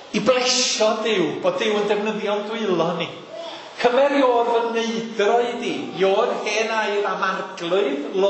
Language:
Welsh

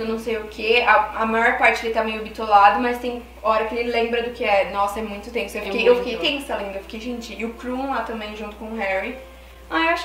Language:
Portuguese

